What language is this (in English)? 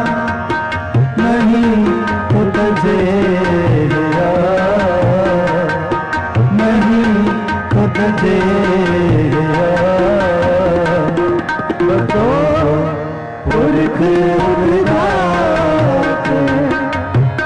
Hindi